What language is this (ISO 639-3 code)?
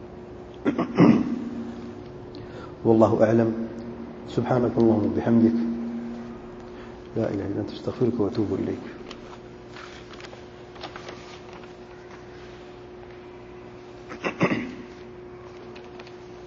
urd